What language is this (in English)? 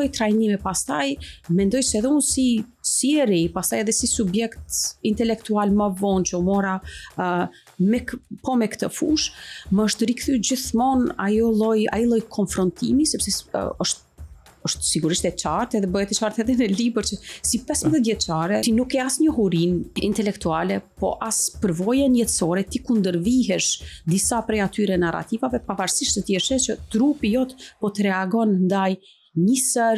Albanian